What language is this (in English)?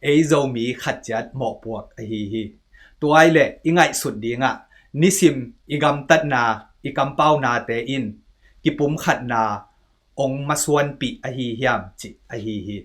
Tedim Chin